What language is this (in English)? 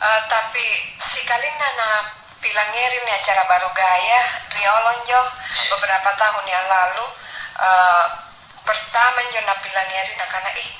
Makasar